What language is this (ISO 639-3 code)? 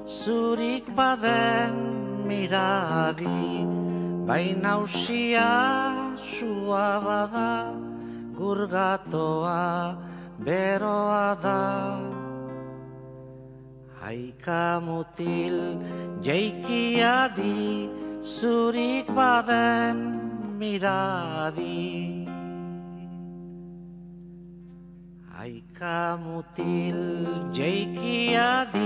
eus